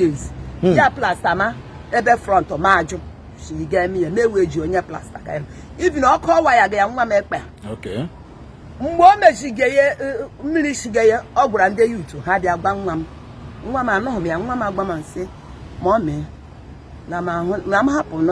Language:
Igbo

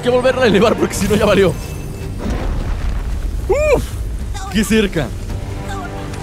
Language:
Spanish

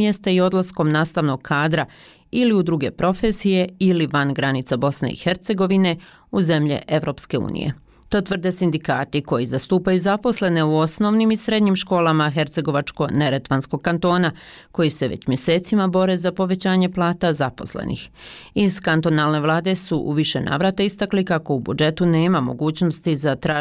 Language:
Bosnian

